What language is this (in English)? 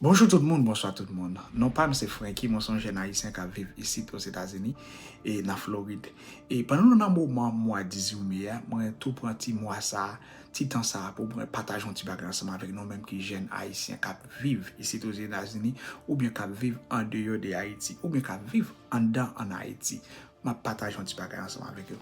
Haitian Creole